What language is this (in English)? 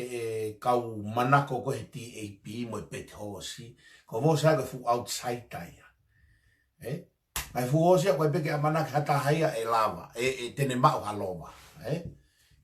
Tongan